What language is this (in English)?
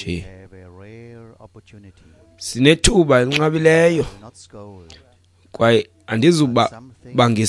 Xhosa